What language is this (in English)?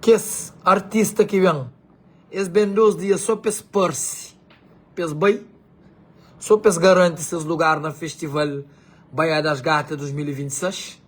Kabuverdianu